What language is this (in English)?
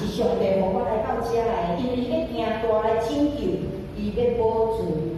Min Nan Chinese